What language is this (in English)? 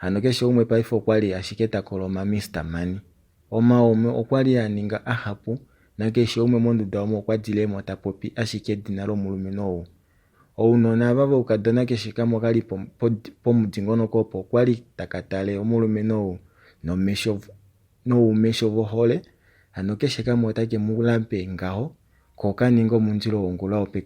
Kuanyama